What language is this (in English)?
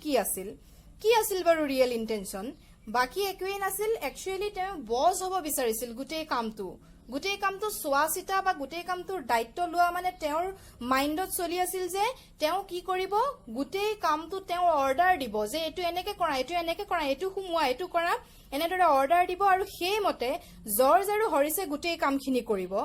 Assamese